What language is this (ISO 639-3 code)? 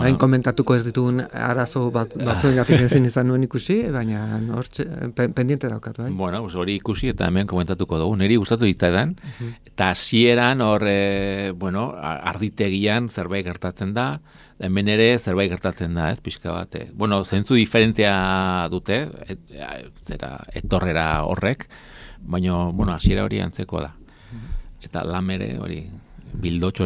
eus